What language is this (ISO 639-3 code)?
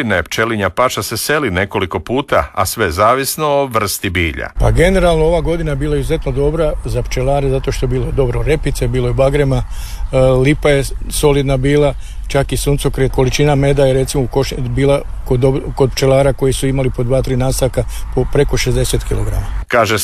hrv